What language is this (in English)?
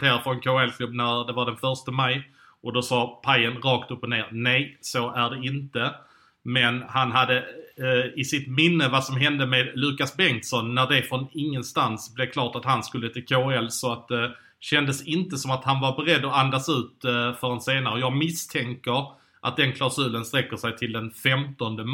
Swedish